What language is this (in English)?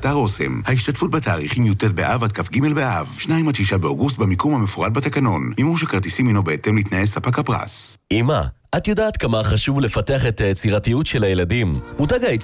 Hebrew